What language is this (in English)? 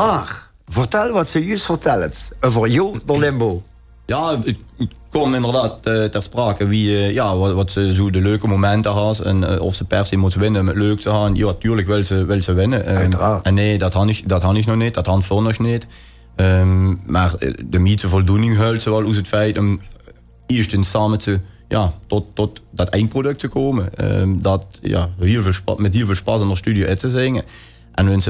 Limburgish